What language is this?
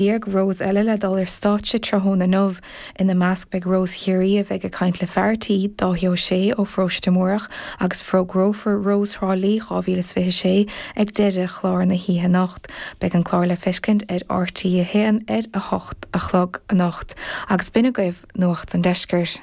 Irish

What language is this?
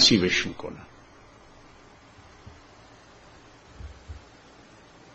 Persian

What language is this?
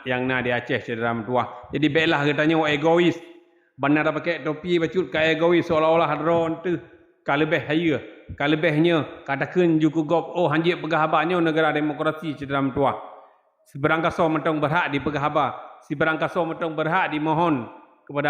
Achinese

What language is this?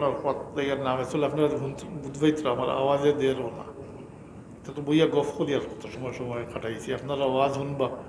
Sylheti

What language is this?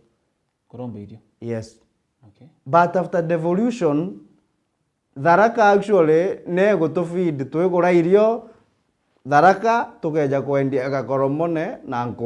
Meru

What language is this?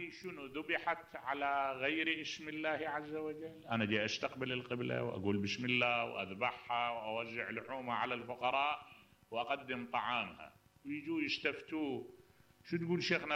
Mesopotamian Arabic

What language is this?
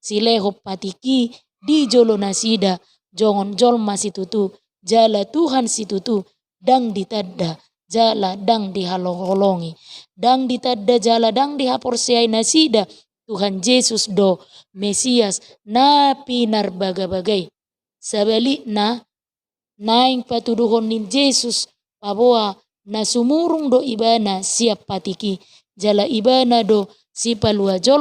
Batak Toba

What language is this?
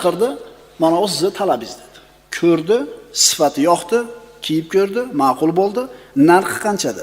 Uzbek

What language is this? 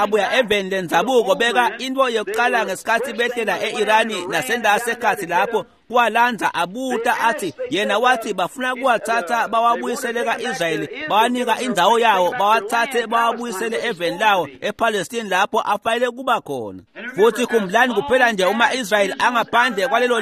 Swati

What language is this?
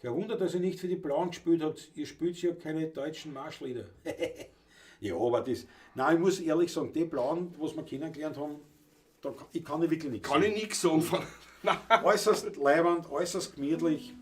Bavarian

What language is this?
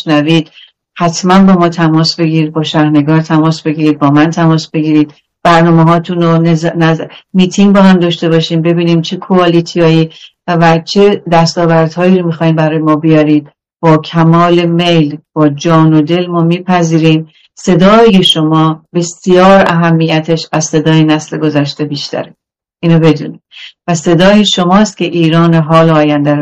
Persian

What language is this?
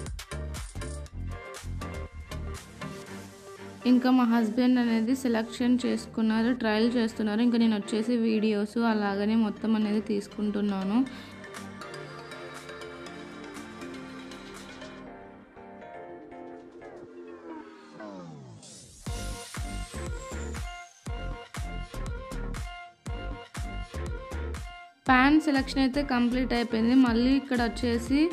Telugu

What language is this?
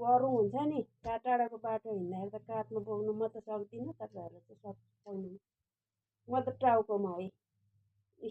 Nepali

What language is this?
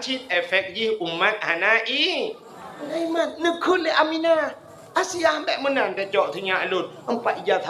Achinese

